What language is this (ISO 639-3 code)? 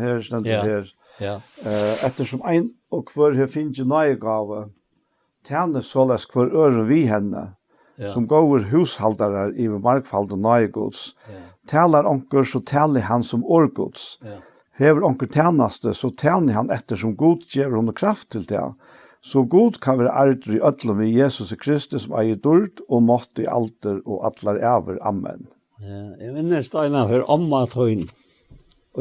fao